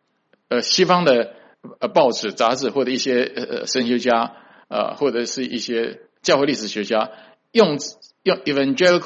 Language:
Chinese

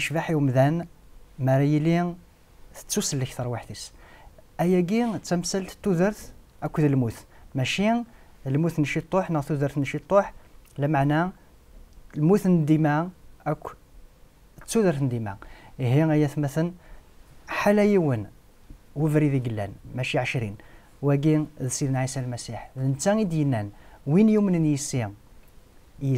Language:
Kabyle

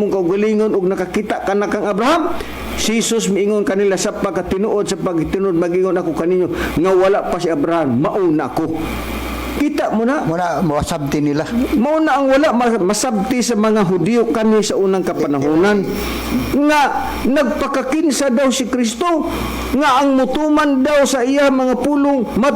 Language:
Cebuano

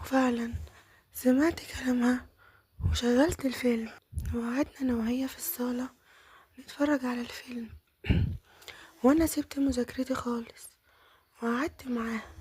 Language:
Egyptian Arabic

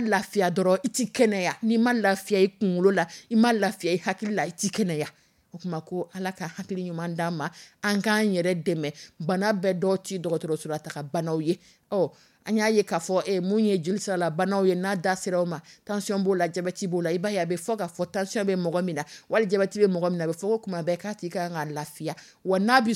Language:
Dyula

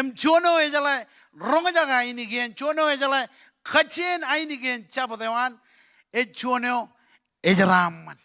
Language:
Marshallese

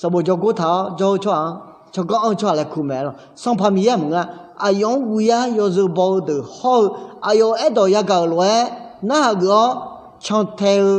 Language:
Akha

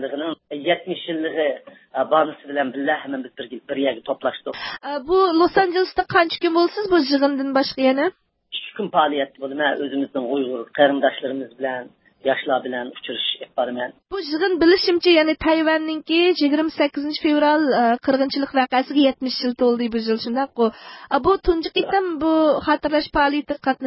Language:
Uyghur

